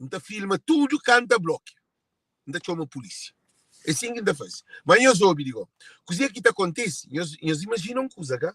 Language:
Kabuverdianu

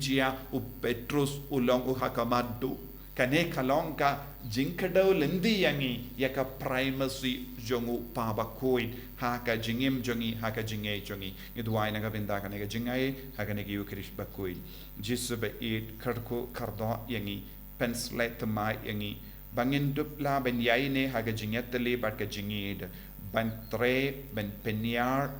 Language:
Khasi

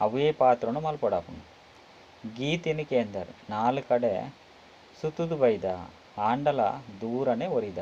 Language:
Tulu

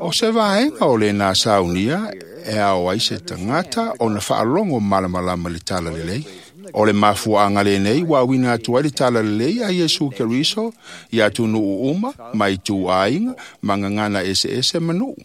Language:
Samoan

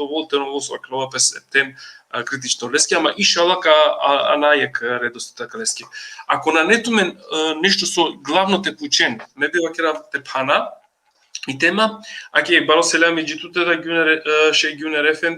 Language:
Balkan Romani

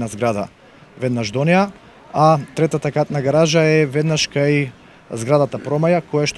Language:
Macedonian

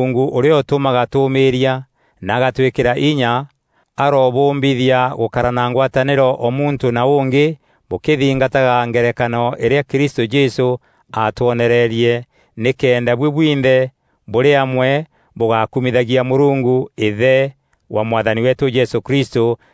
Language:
Meru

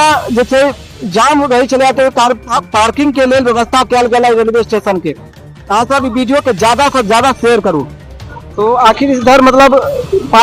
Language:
Maithili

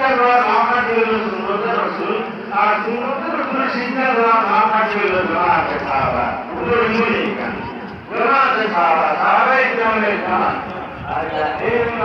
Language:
Sylheti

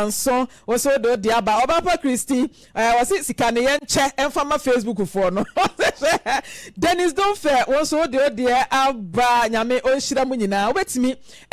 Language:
Akan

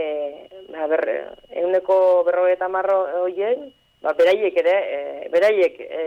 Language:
Basque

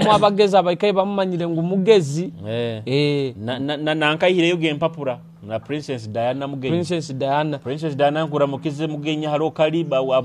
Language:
Nyoro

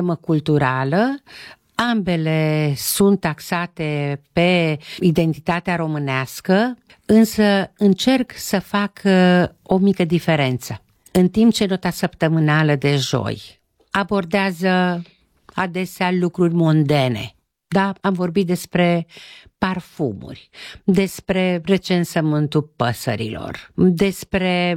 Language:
Romanian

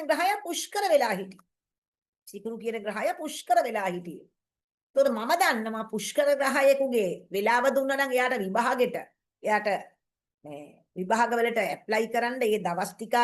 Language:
Sinhala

